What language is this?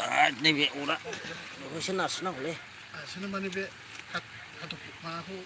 Bodo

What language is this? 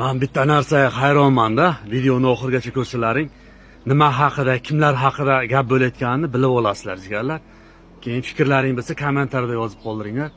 Uzbek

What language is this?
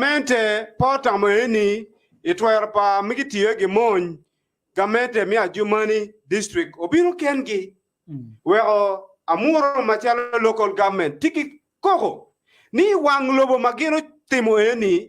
Acoli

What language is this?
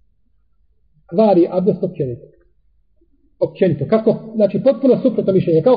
Bosnian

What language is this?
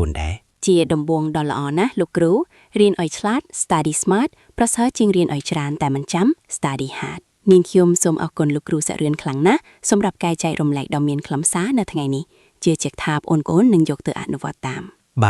Khmer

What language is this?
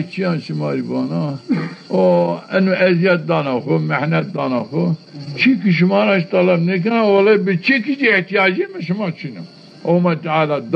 Zaza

